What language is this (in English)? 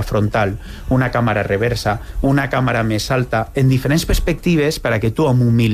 Catalan